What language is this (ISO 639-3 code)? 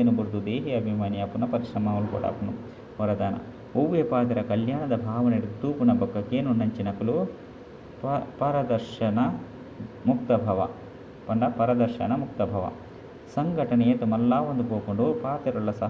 tcy